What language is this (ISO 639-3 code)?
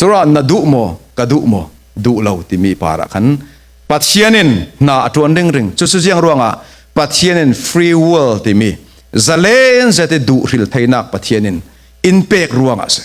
cfm